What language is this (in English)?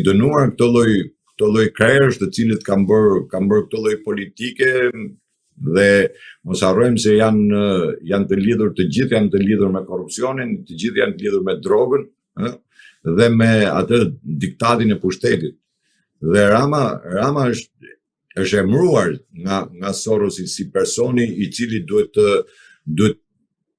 Albanian